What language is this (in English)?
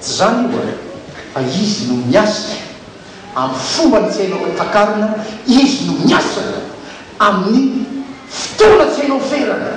Malagasy